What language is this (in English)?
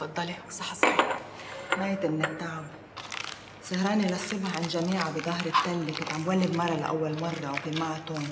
North Levantine Arabic